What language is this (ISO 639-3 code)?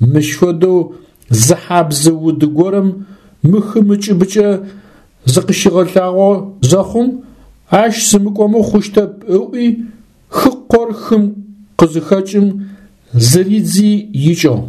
ady